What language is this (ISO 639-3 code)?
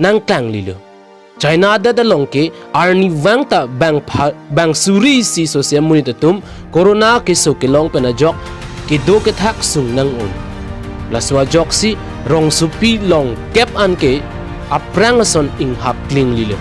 mjw